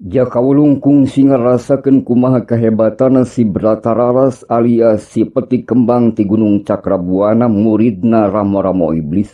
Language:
Sundanese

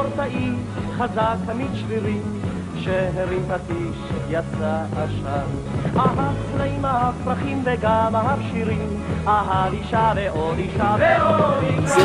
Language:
Hebrew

